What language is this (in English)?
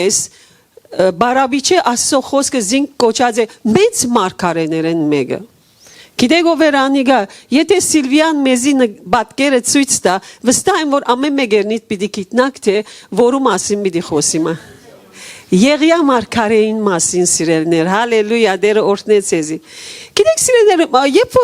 Western Armenian